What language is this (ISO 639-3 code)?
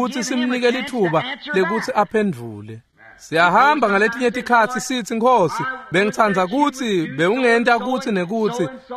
ssw